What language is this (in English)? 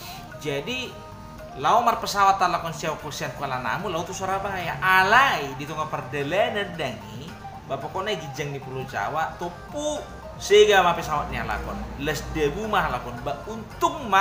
Batak Toba